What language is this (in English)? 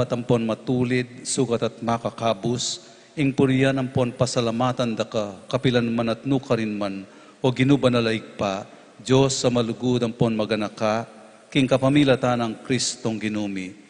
Pampanga